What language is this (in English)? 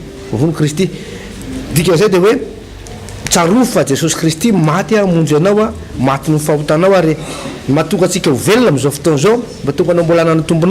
Malagasy